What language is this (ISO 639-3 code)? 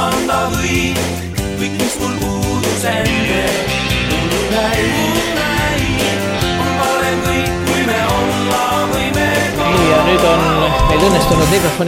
est